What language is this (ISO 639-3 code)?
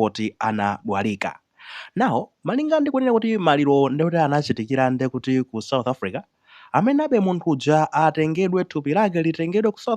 nya